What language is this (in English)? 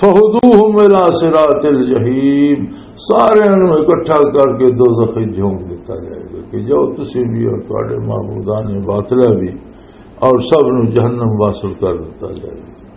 Western Panjabi